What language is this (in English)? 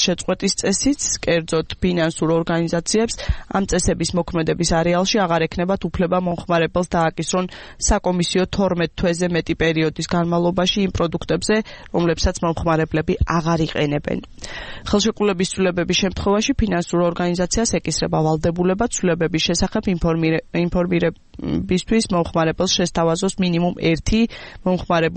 Georgian